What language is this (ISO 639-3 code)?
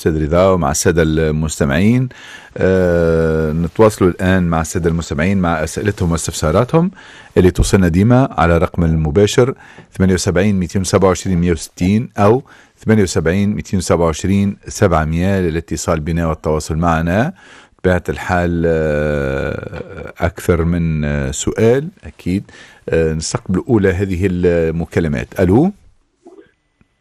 aeb